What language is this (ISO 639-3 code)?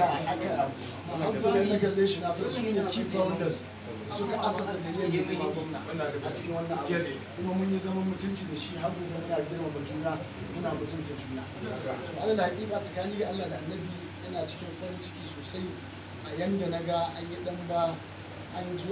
hau